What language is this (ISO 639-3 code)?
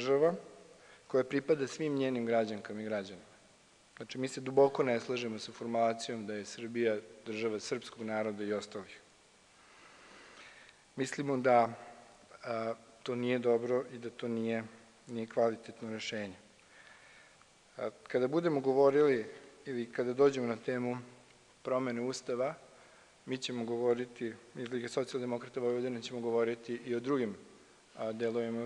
srp